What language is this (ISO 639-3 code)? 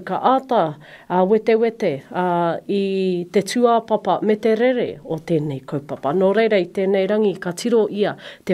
mri